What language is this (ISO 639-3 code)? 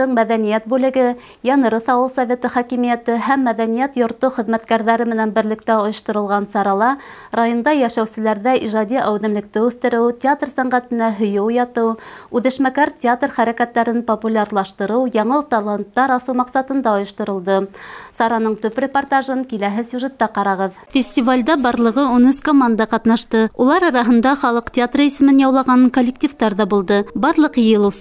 bak